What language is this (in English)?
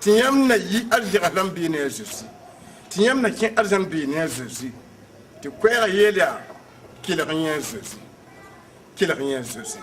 Mossi